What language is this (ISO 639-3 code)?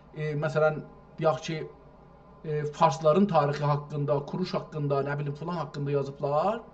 azb